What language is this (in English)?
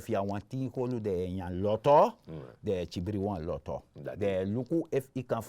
Sranan Tongo